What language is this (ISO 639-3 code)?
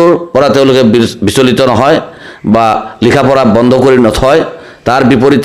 asm